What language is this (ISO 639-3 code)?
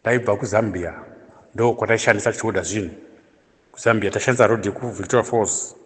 sna